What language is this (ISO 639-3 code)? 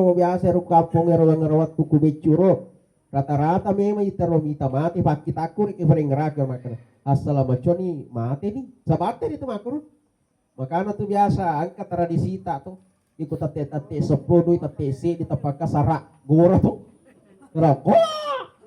bug